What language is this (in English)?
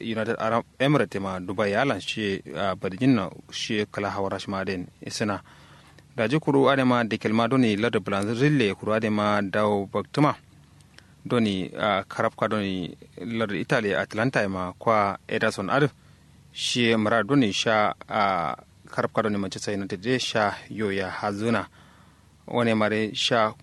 Kanuri